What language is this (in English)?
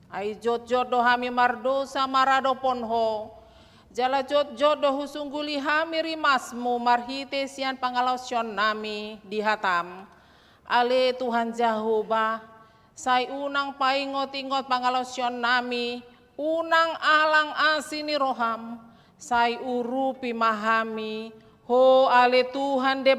Batak Toba